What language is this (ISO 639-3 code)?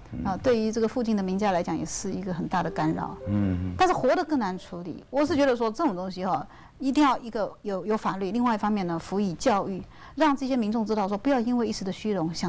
zho